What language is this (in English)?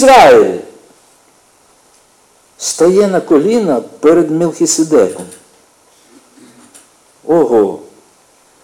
Ukrainian